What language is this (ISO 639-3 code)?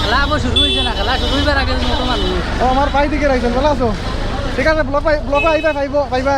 syl